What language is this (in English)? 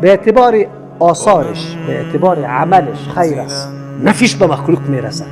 Persian